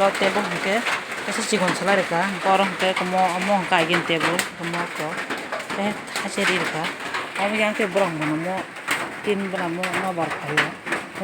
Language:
Kok Borok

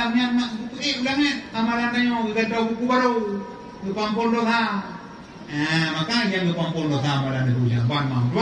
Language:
Achinese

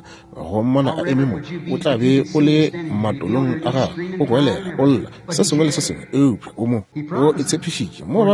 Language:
Northern Sotho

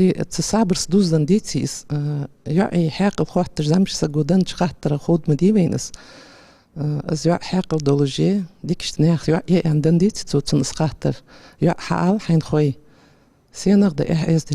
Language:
Ingush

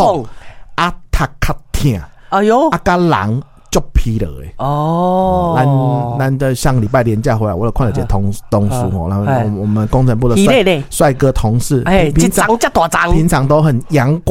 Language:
Min Nan Chinese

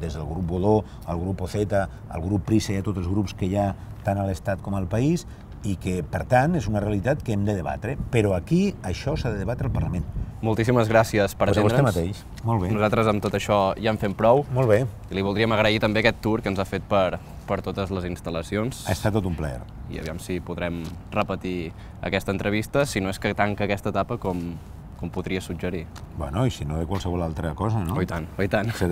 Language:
Catalan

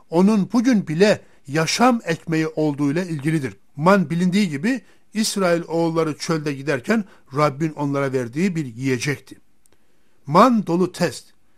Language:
Turkish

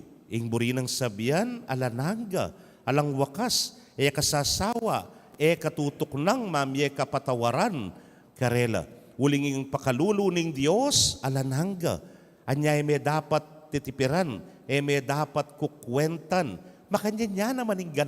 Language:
Pampanga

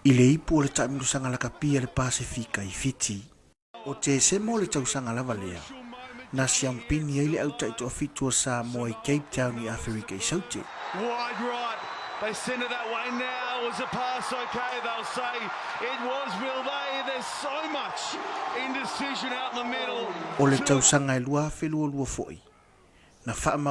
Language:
Samoan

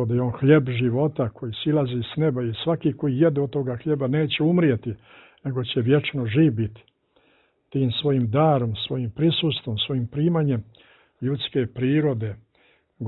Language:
Serbian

